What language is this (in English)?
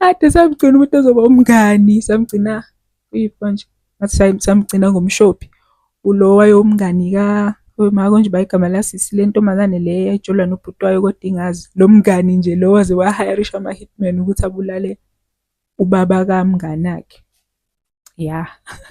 Zulu